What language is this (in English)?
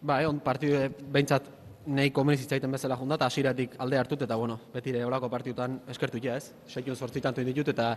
Basque